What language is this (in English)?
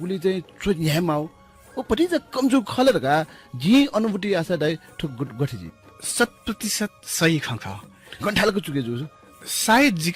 Newari